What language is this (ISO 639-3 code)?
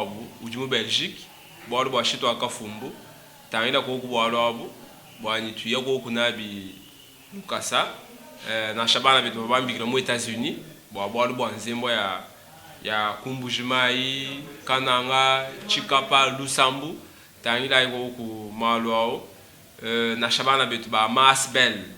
lua